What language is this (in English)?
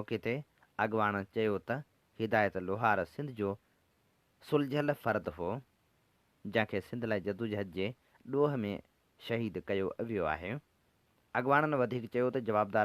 Sindhi